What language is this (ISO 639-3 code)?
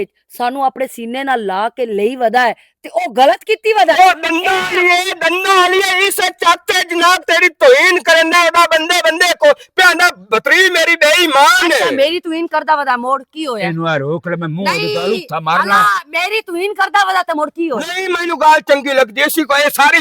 lah